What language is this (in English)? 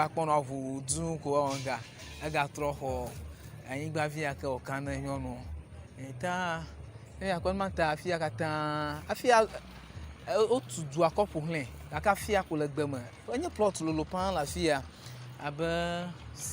Ewe